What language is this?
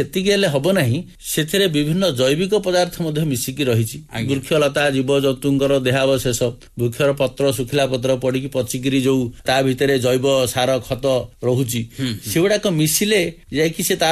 Odia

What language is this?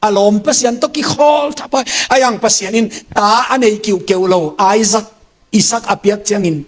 Tedim Chin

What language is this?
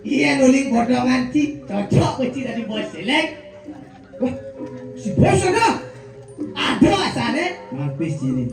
Balinese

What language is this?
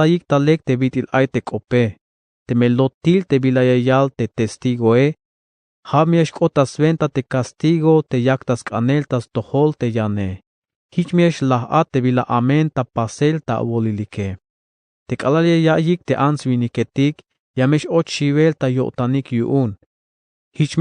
Tzeltal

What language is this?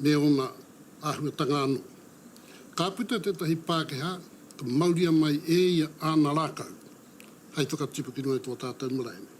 Māori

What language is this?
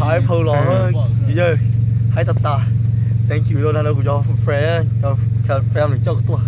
Hmong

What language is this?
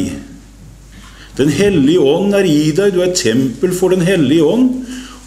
Norwegian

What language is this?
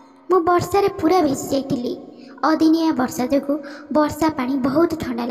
Odia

